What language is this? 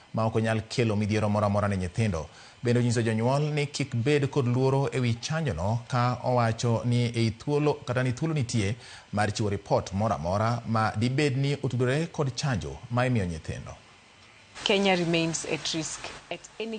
Luo (Kenya and Tanzania)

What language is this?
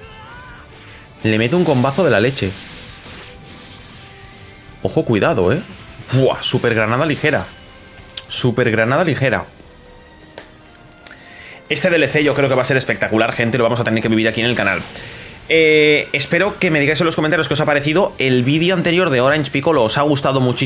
Spanish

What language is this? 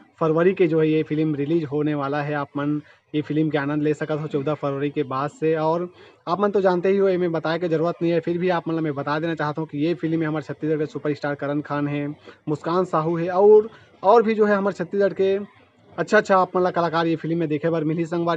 Chhattisgarhi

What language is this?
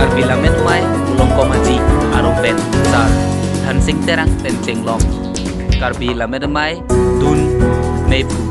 Karbi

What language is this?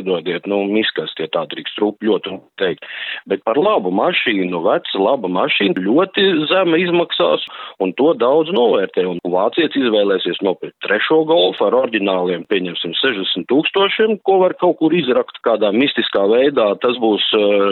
Latvian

